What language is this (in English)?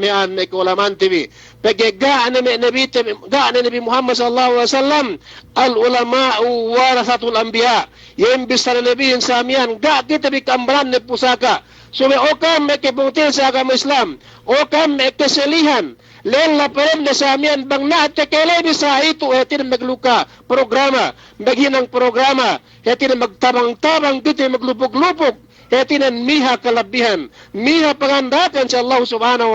Yakan